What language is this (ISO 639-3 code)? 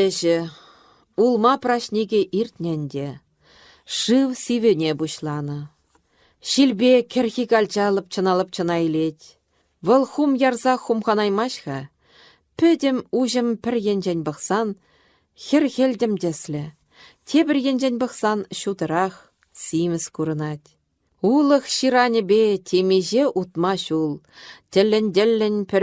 chv